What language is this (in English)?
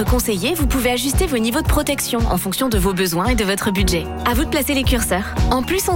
French